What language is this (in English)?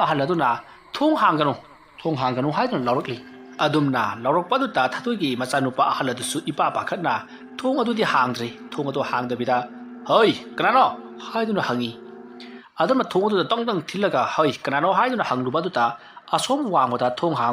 Manipuri